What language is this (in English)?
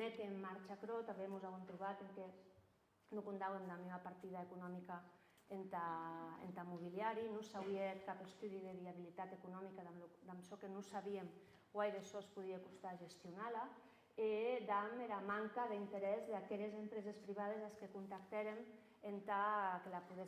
Occitan